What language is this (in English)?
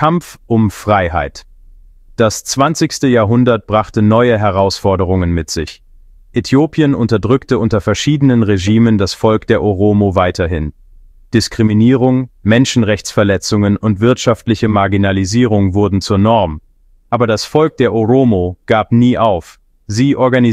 German